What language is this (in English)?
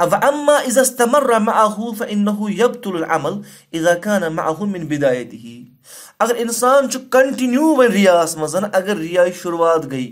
Kashmiri